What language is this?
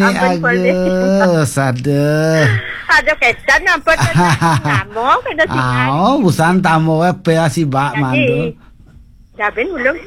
Balinese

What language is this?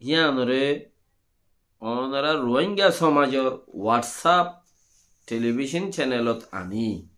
Rohingya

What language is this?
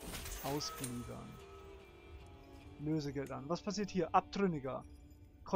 German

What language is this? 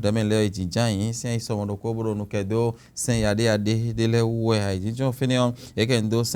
Fon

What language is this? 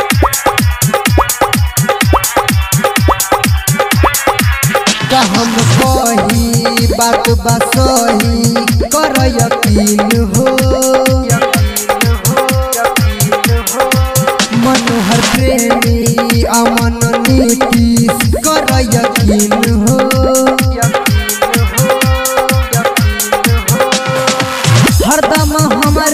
Bhojpuri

